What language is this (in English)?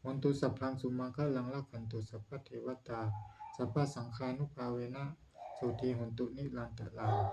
Pali